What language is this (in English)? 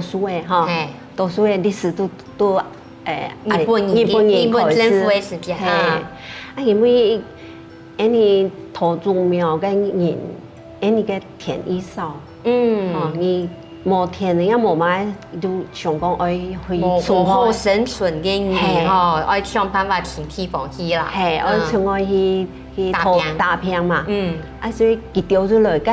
Hakka Chinese